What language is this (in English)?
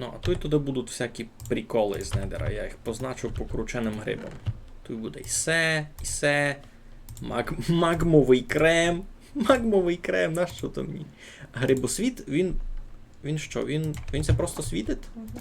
Rusyn